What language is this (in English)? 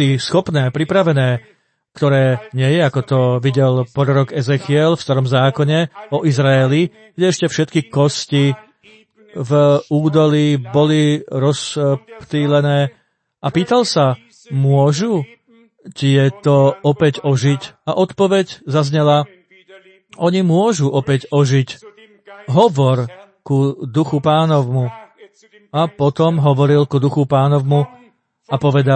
Slovak